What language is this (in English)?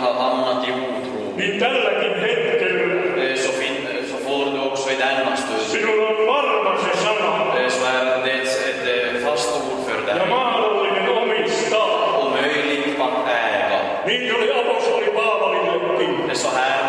Finnish